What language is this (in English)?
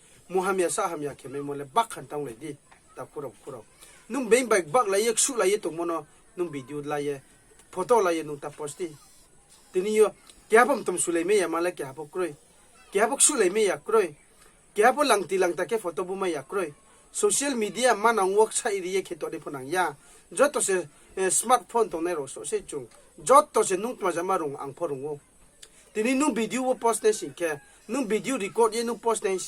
Riang (India)